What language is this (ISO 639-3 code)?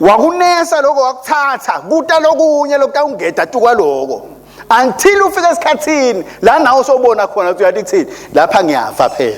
ssw